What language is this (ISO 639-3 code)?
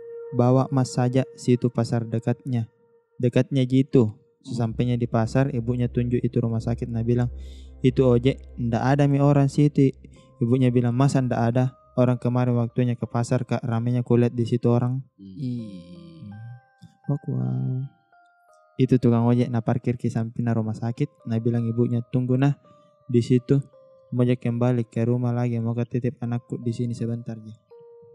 mfp